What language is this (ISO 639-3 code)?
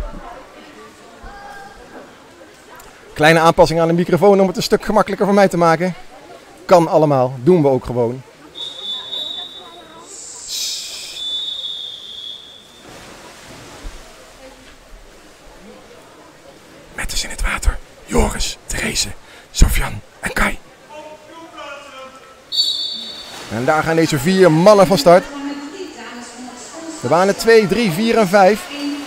nld